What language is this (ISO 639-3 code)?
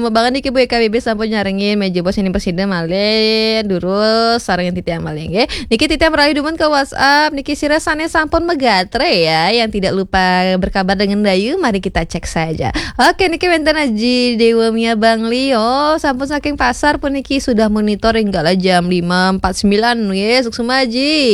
ban